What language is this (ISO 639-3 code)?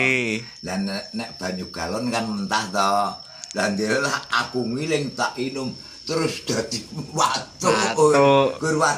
jav